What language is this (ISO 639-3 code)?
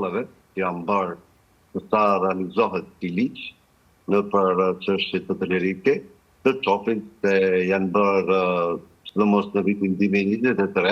sqi